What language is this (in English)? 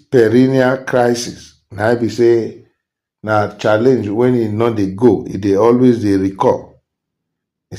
Nigerian Pidgin